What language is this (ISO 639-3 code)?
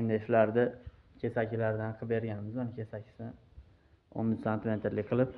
uzb